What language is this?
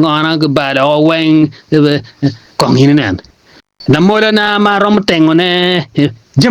Acoli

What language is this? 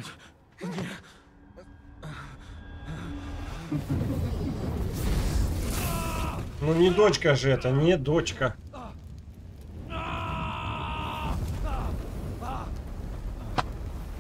Russian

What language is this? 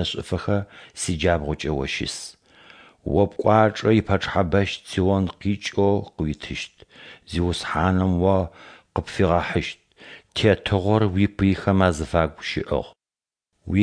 Adyghe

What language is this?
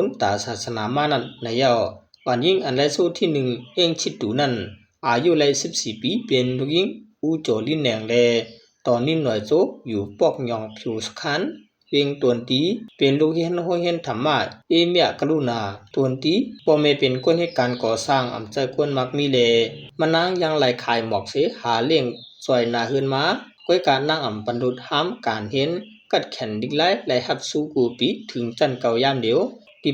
Shan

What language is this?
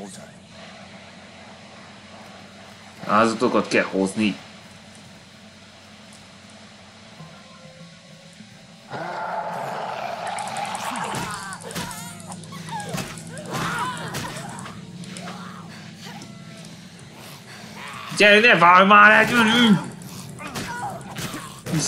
Hungarian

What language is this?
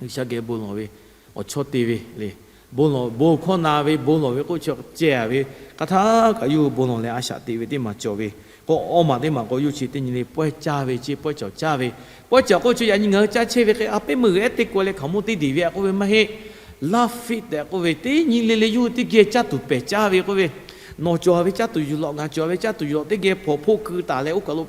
Lahu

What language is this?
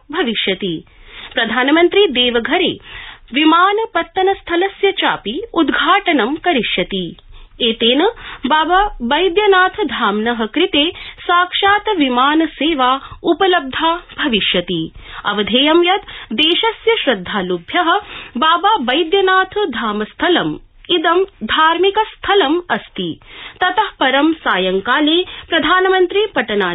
Sanskrit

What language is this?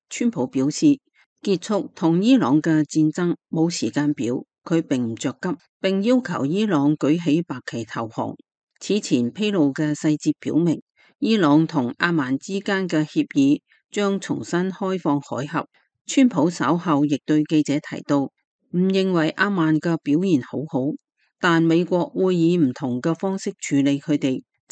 Cantonese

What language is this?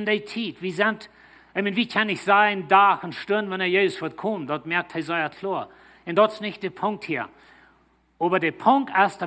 Plautdietsch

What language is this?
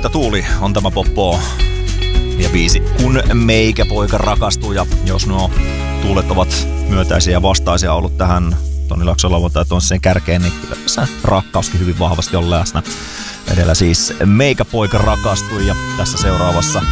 Finnish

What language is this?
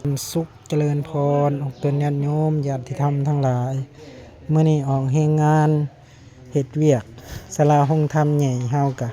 Lao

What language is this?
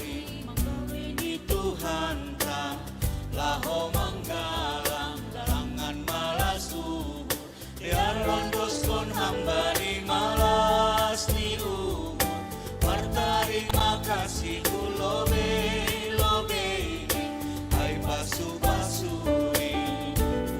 Batak Simalungun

